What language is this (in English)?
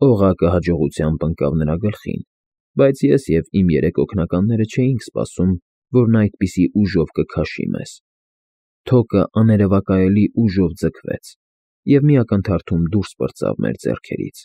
Armenian